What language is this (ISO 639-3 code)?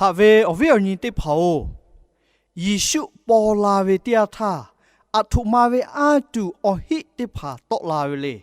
lhu